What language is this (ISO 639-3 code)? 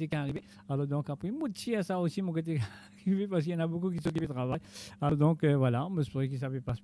mfe